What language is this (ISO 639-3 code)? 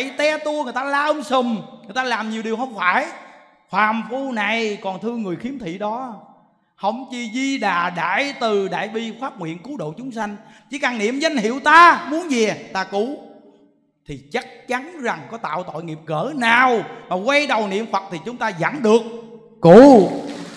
vie